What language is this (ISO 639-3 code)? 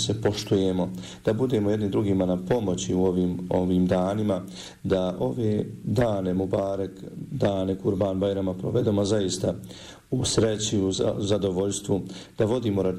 bos